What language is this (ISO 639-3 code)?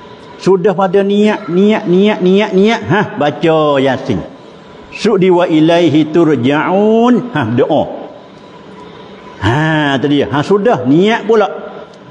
msa